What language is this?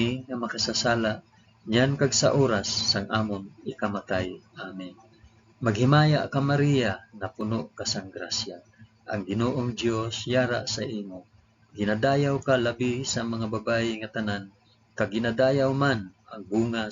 Hiligaynon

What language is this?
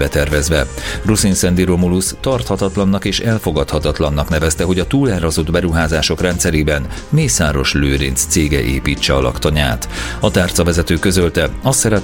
Hungarian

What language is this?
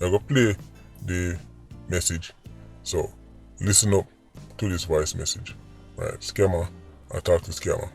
Jamaican Creole English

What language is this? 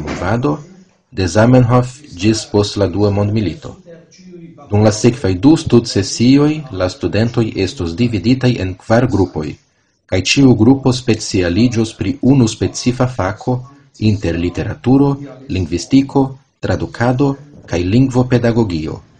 Esperanto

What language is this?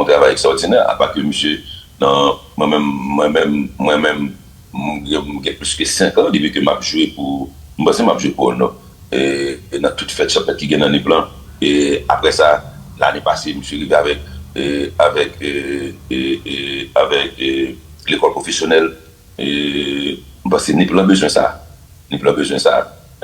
Haitian Creole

